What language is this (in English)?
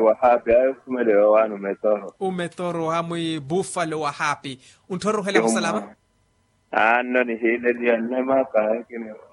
Makhuwa